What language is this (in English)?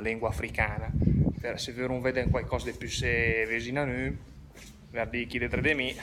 Lombard